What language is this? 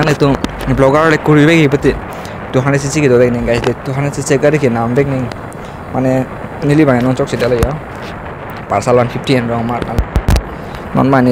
Karbi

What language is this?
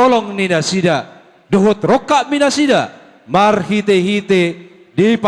Batak Toba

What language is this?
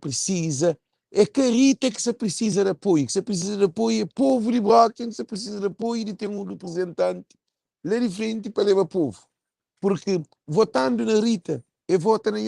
Kabuverdianu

